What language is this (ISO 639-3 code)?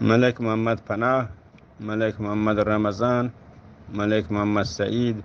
bgp